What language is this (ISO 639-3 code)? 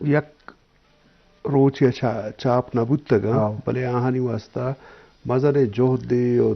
bgp